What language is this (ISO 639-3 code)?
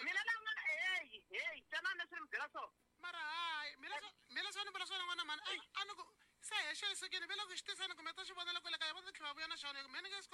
tso